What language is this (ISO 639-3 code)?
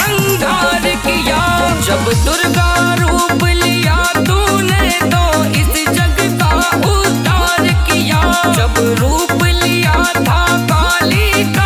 bgc